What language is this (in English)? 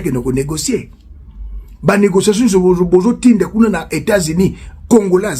Lingala